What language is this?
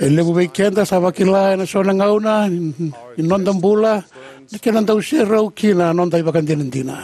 Fijian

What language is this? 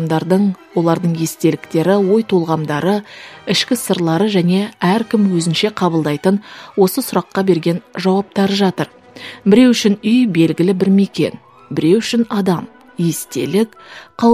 Kazakh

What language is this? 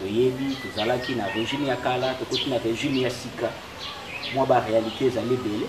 Lingala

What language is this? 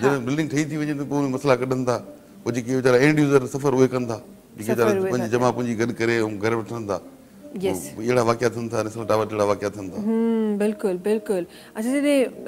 Sindhi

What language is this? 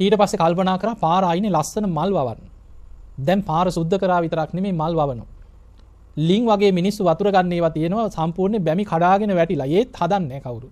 Sinhala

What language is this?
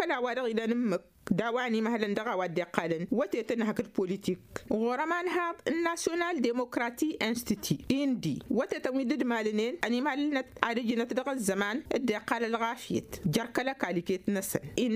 Tamasheq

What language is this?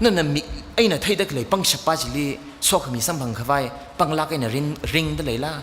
Tangkhul Naga (India)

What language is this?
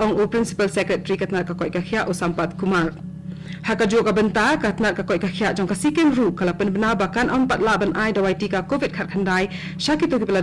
Khasi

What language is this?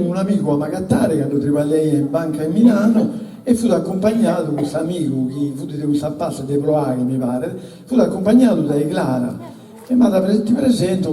Sardinian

